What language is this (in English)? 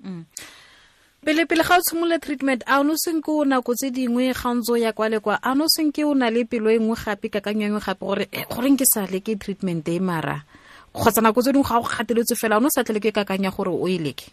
Tswana